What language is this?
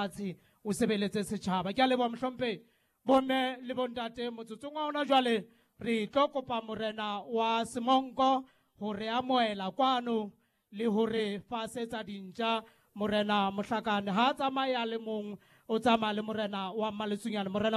Southern Sotho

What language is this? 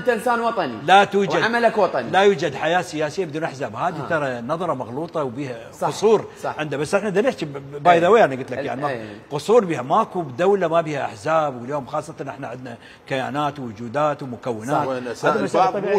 Mesopotamian Arabic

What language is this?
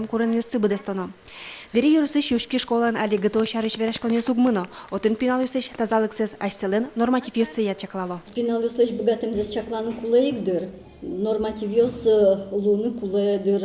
Udmurt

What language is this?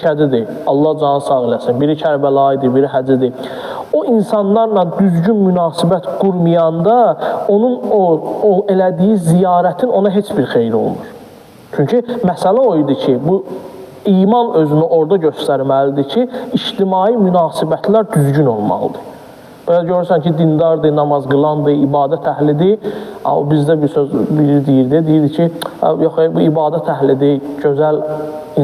Azerbaijani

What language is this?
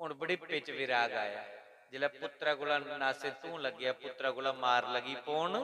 Dogri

